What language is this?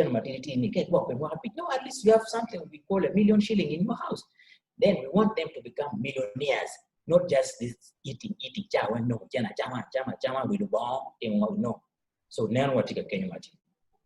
Acoli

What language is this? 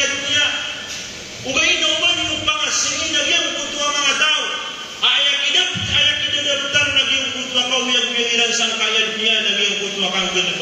Maranao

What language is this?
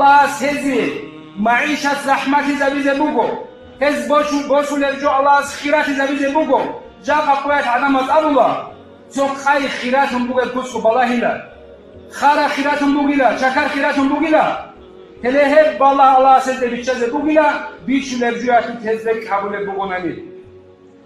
Avaric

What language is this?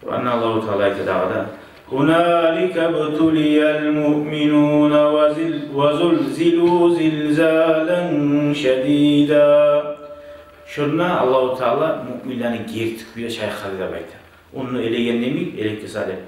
Kumyk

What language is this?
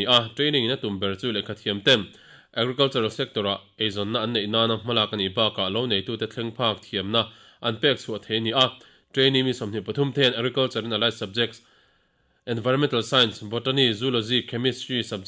Mizo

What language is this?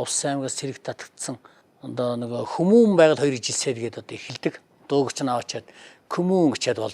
Mongolian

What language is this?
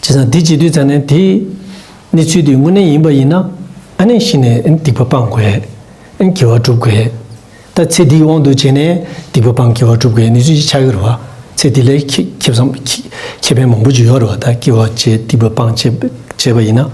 Tibetan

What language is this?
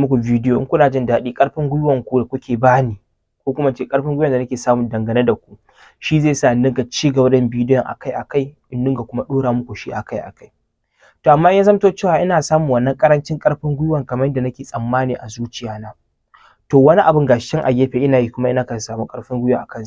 Hausa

